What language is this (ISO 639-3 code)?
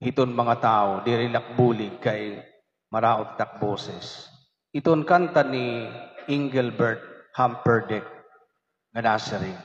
war